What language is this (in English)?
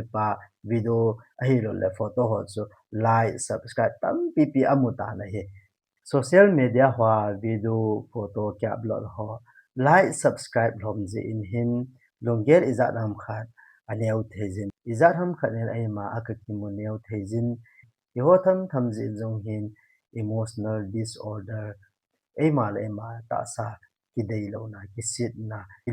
Thado Chin